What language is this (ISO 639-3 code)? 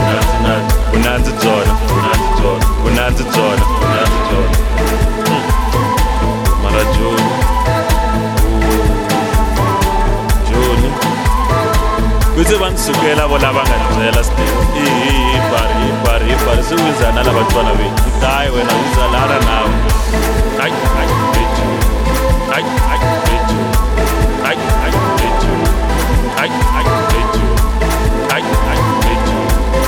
zul